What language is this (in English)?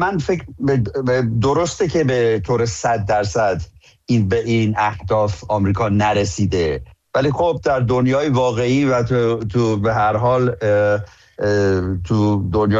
Persian